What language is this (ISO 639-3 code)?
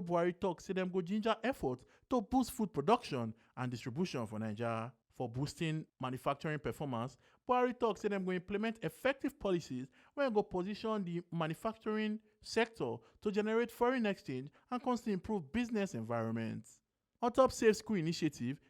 pcm